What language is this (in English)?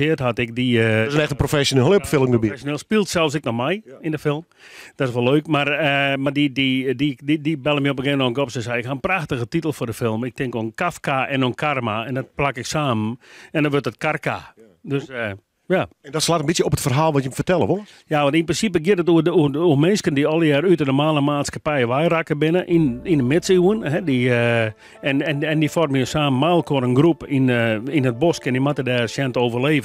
Western Frisian